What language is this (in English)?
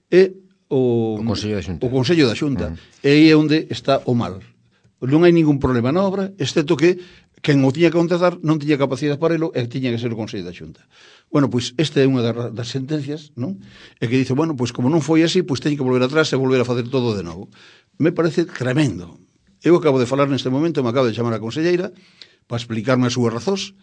Galician